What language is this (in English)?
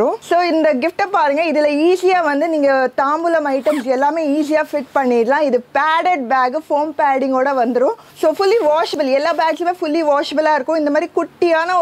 Tamil